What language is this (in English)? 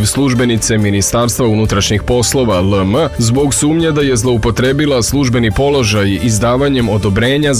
Serbian